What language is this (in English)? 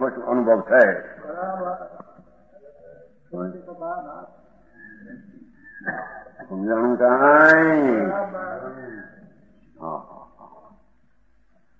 Gujarati